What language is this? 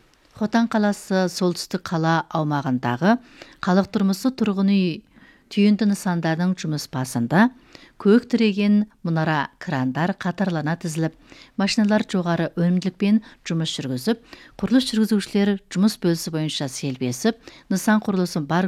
Kazakh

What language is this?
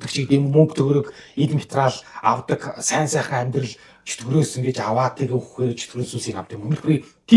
Mongolian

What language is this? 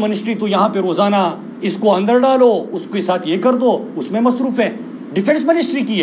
Urdu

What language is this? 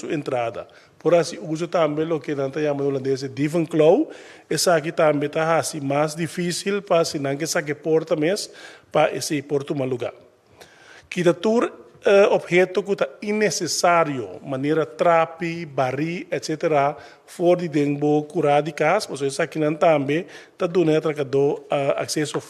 Papiamento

